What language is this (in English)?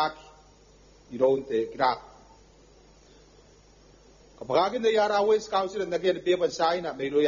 Gilbertese